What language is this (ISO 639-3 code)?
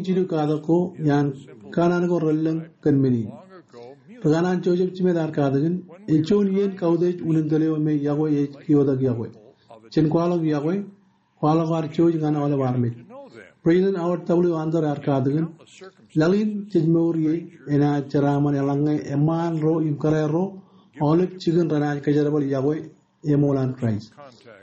mah